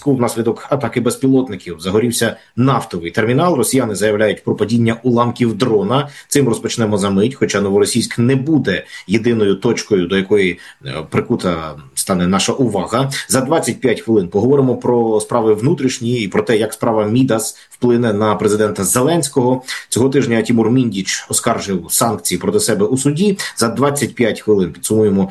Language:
Ukrainian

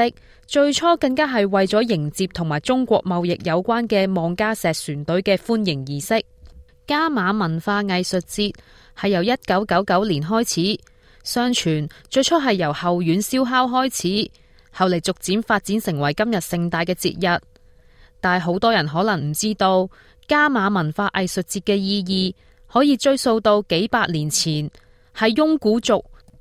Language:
Cantonese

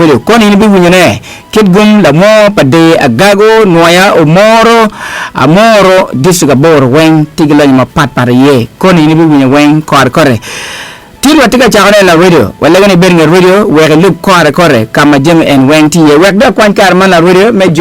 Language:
Acoli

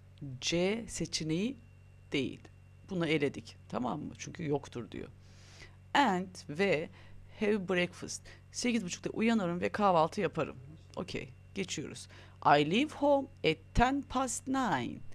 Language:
Turkish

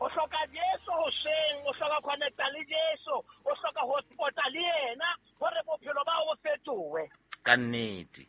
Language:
Southern Sotho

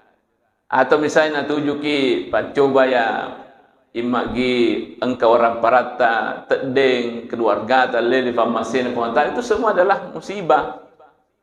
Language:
Buginese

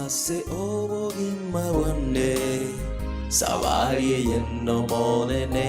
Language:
Gusii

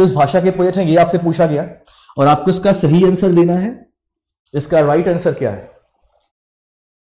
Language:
Hindi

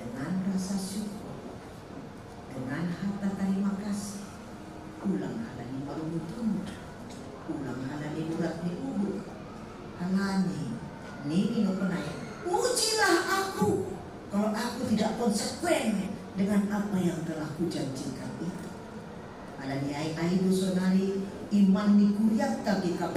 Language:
Batak Simalungun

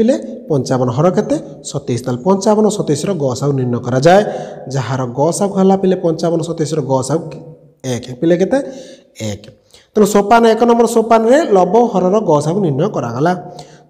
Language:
Odia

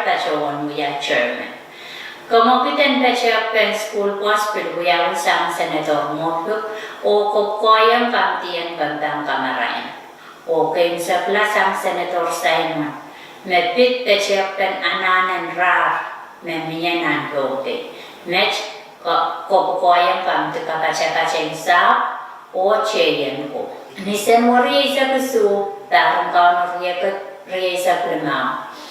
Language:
Pohnpeian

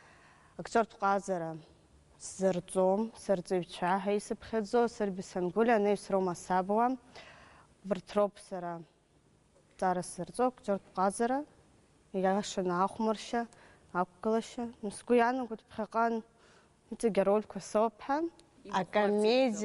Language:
Abkhazian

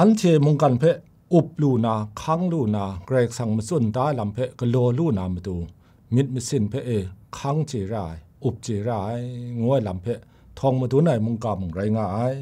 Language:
Kachin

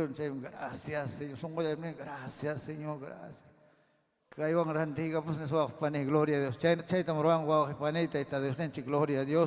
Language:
Ayacucho Quechua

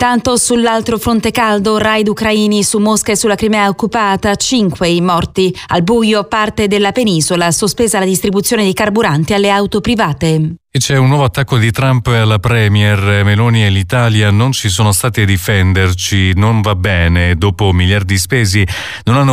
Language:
Italian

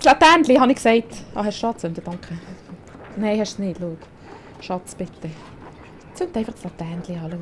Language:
Swiss German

